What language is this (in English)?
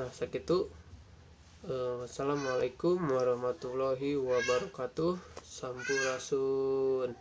Sundanese